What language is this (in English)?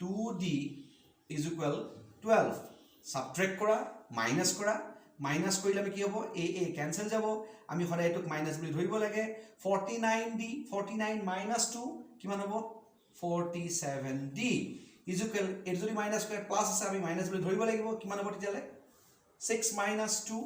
Assamese